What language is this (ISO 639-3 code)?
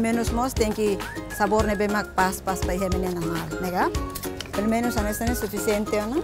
tet